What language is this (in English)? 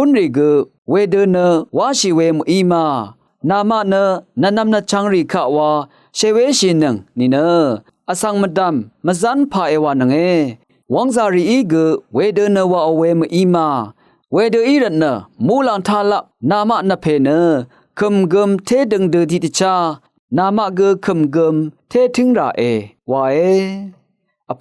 Rawang